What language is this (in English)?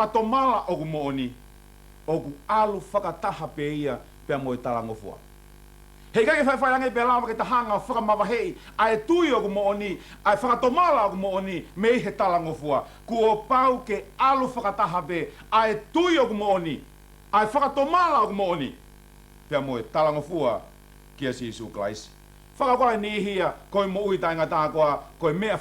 Tongan